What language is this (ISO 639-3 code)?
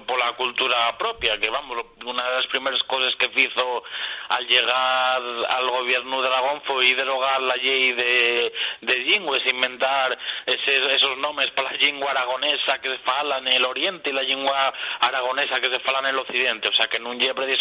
ast